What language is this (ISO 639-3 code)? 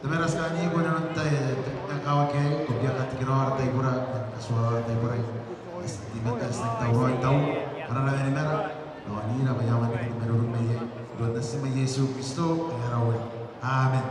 gil